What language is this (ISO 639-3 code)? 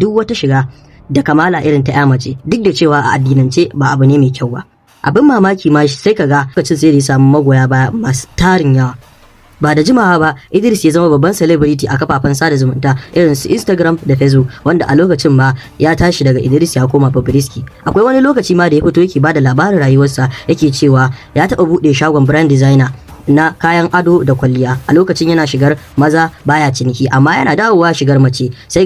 hau